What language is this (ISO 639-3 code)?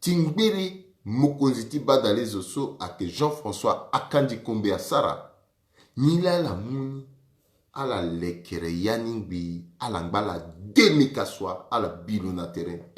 sag